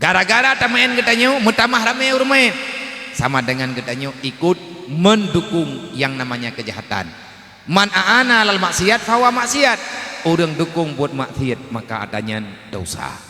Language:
Achinese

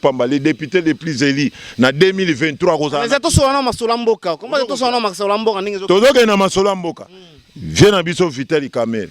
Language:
Lingala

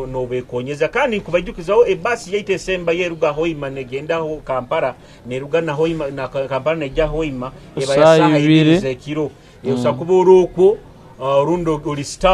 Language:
Nyoro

